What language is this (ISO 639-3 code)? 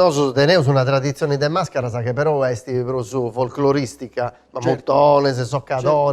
srd